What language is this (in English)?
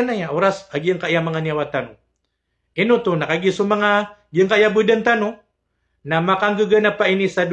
Maranao